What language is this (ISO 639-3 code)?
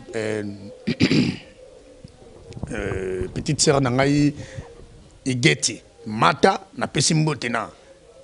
lin